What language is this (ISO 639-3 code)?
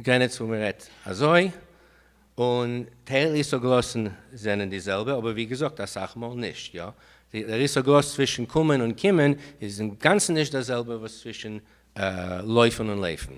yid